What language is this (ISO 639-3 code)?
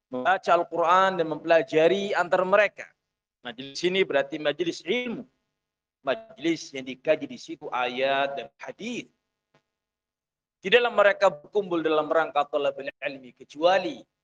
ind